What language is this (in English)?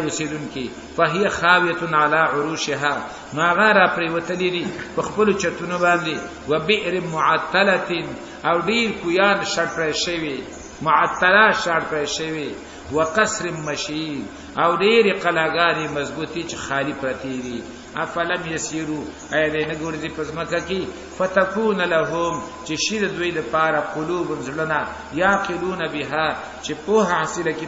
Pashto